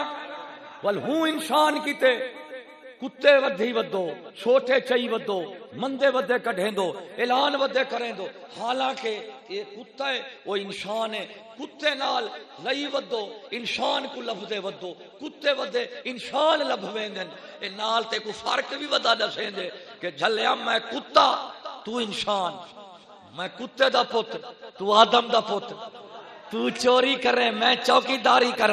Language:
Saraiki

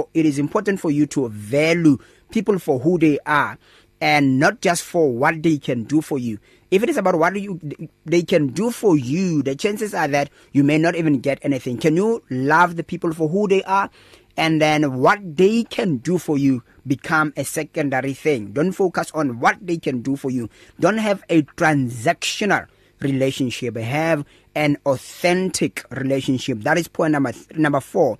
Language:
English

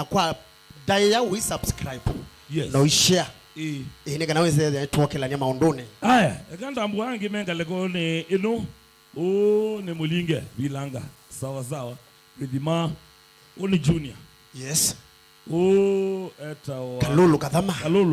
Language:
Kamba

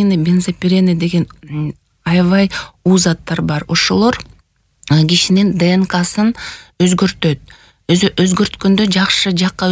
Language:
Kyrgyz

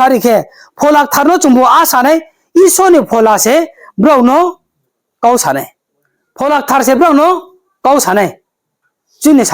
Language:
Riang (India)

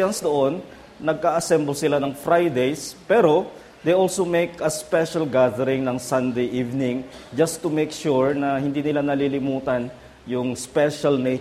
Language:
Filipino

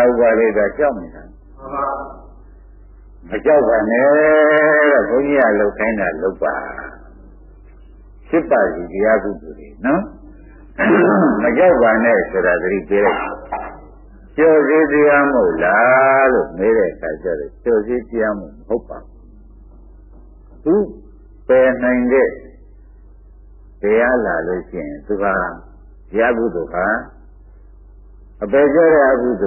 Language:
Burmese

